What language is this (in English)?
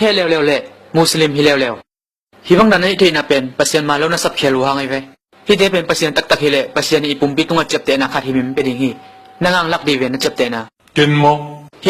Tedim Chin